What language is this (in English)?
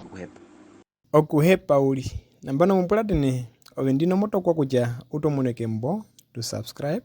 Herero